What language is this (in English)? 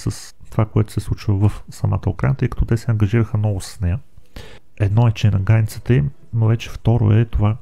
Bulgarian